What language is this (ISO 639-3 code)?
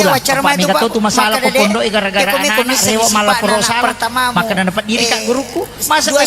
bug